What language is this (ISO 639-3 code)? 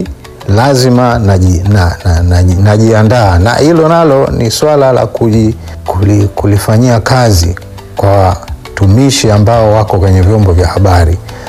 swa